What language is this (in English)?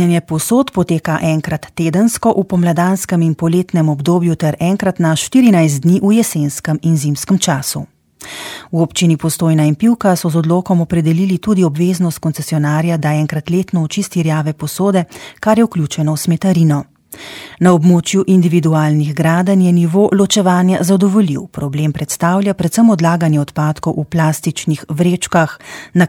Slovenian